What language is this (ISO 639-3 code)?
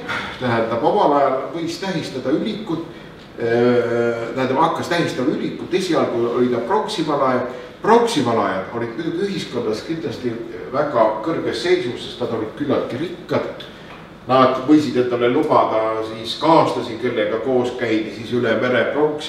est